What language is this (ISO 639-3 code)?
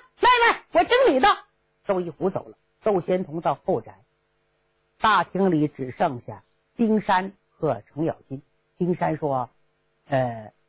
zho